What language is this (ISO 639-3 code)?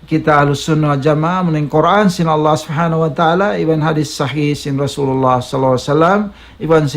tsg